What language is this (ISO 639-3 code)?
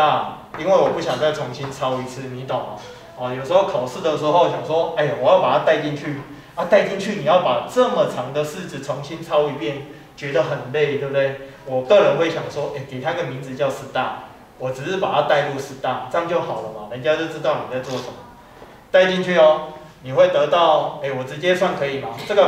zho